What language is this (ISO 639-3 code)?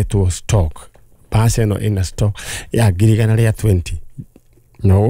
kik